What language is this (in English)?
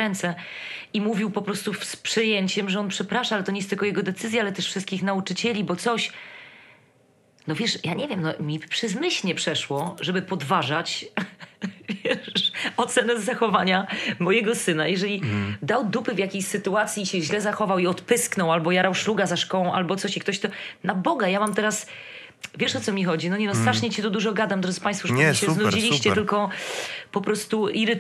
Polish